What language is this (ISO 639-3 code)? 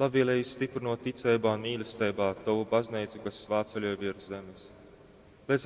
ltg